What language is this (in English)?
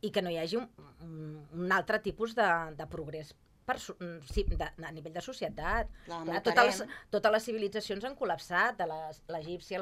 Catalan